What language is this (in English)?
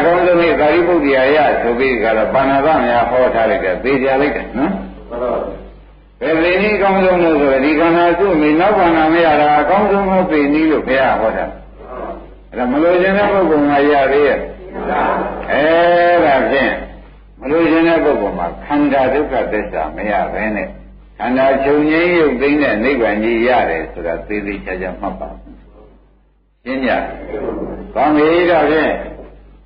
Burmese